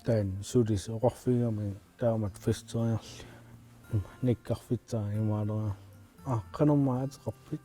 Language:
Kalaallisut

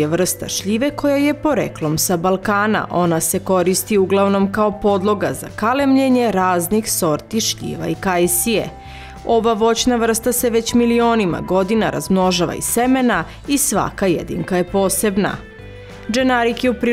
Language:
Serbian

